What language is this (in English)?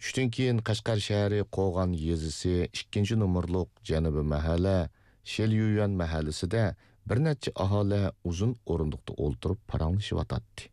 Uyghur